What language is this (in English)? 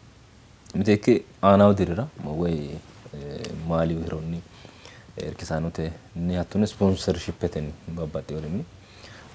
Sidamo